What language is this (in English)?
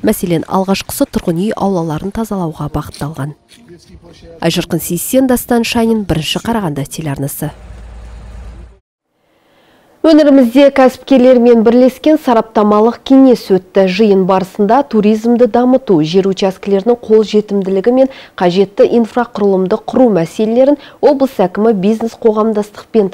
Kazakh